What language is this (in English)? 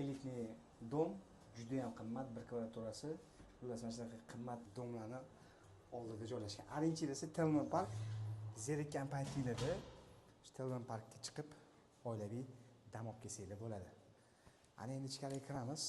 Uzbek